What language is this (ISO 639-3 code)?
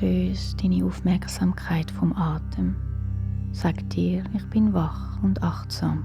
gsw